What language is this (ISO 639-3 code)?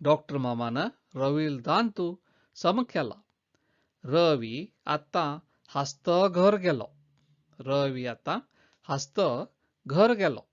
kok